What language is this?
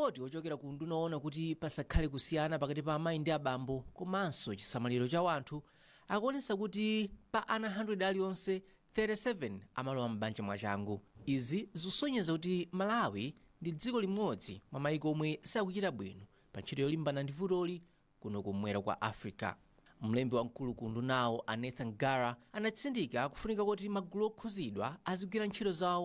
Nyanja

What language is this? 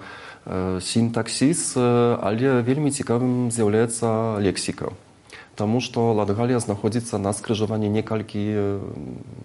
Belarusian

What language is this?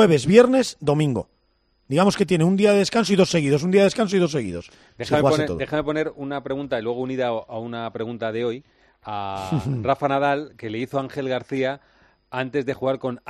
Spanish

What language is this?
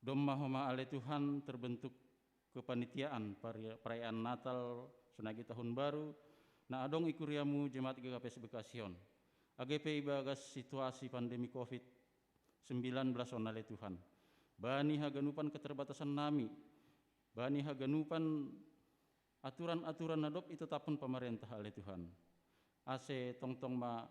Batak Simalungun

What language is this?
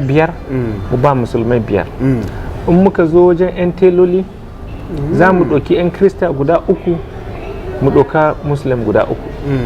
Hausa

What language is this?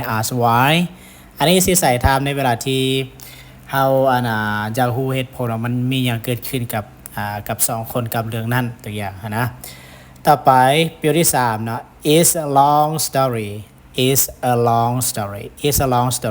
Lao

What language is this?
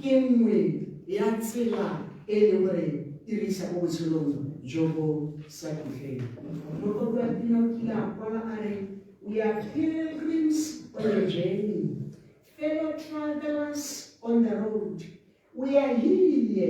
Tswana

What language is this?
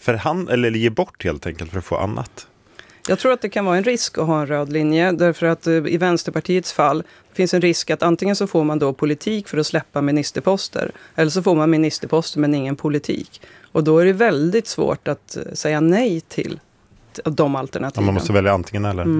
Swedish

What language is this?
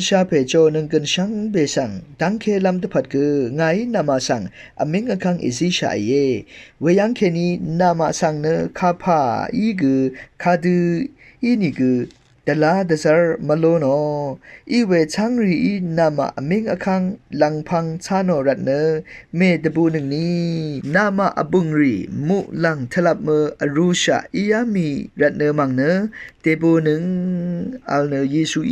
Rawang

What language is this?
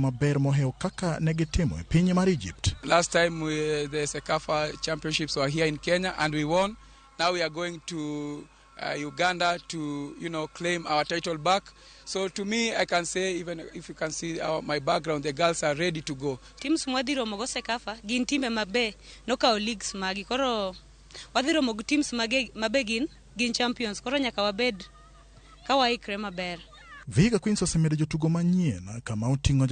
Luo (Kenya and Tanzania)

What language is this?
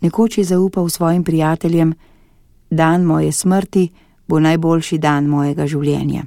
Slovenian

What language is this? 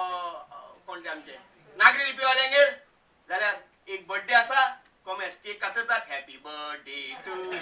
Konkani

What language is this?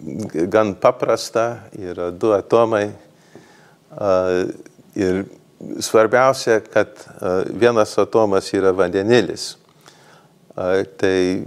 Lithuanian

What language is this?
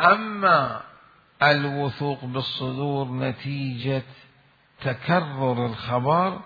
Mesopotamian Arabic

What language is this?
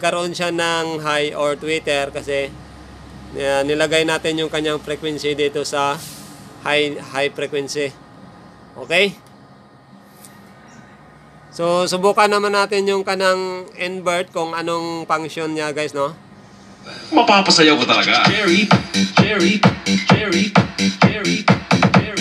Filipino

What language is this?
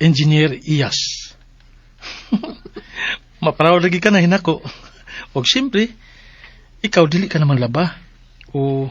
Cebuano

